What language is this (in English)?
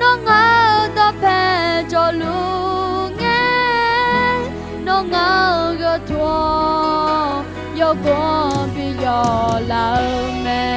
Akha